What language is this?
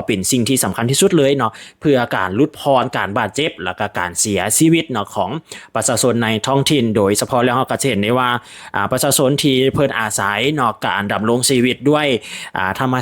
Lao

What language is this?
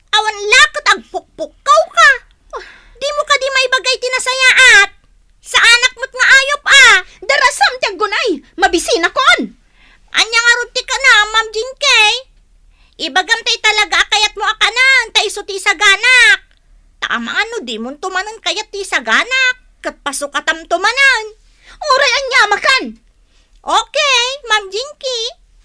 Iloko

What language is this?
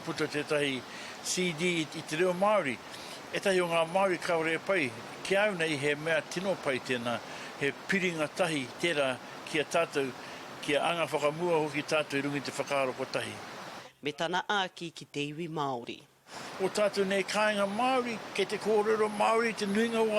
Māori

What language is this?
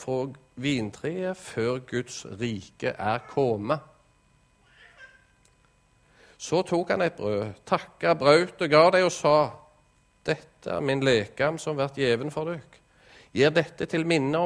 Norwegian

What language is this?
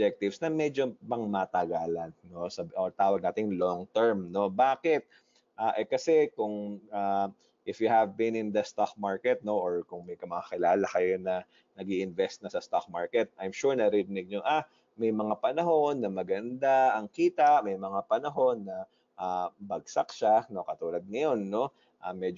Filipino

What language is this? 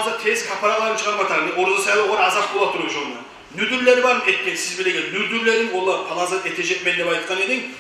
Kumyk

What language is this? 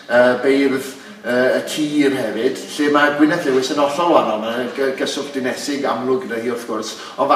Welsh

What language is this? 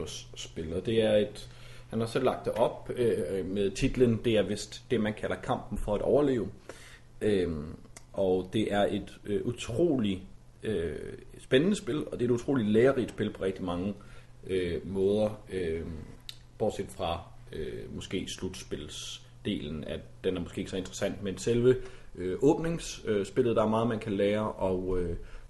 Danish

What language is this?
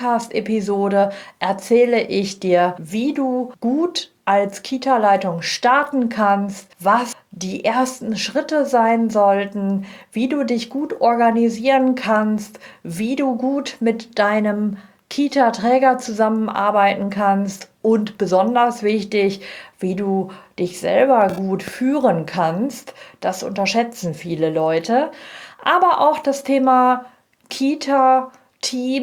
German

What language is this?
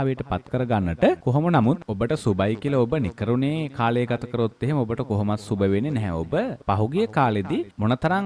Sinhala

